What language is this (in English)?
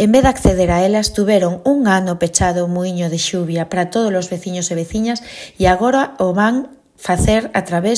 Galician